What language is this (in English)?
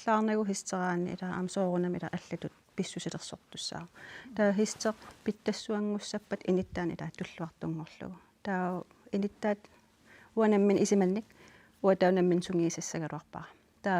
Kalaallisut